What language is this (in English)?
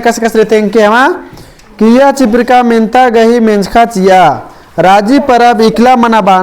Kurukh